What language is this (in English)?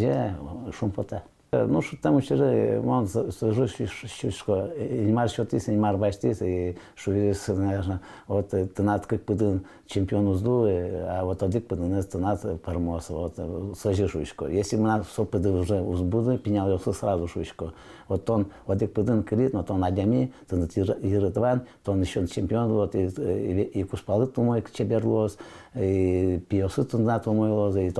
Udmurt